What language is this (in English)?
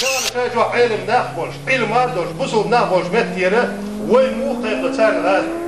Chechen